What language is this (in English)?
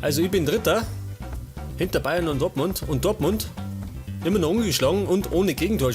Bavarian